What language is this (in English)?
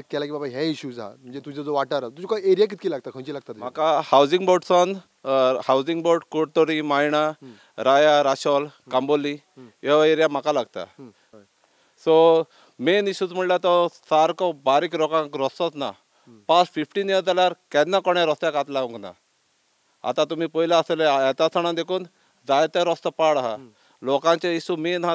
Konkani